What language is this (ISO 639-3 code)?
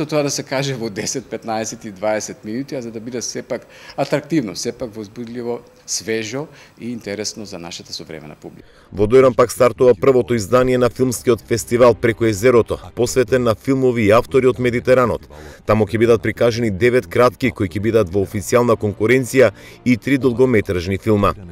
mkd